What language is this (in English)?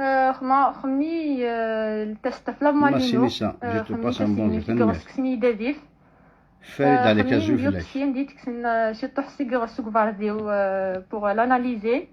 Kabyle